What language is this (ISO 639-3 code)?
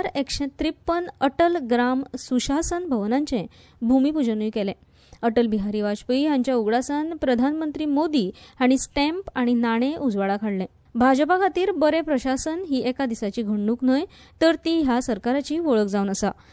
kok